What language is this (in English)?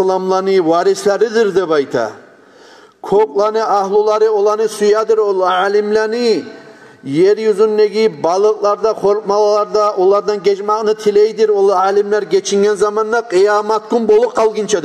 Kumyk